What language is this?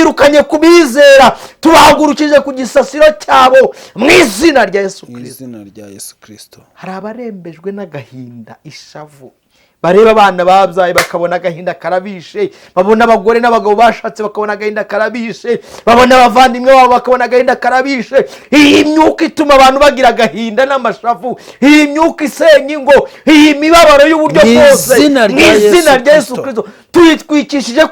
Kinyarwanda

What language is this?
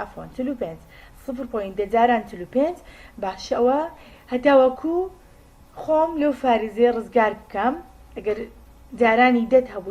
Central Kurdish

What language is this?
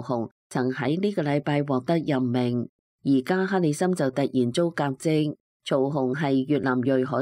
Cantonese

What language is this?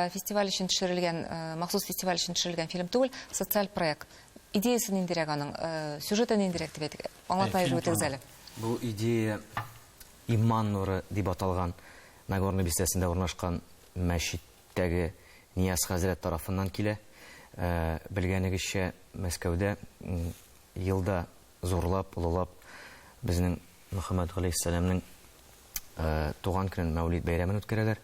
Tatar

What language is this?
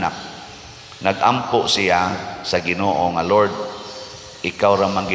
Cebuano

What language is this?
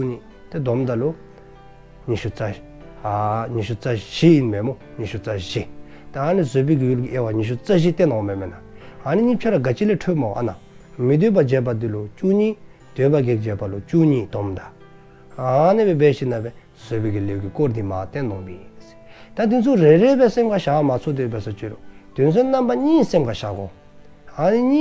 Dzongkha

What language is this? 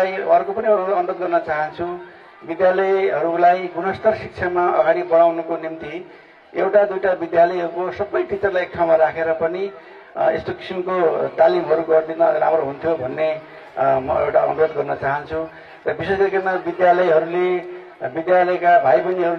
Nepali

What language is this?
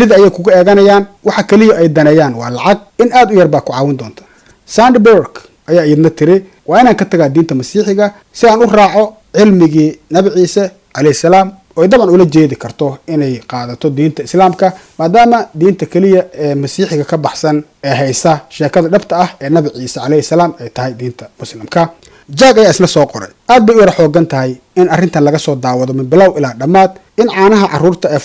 Somali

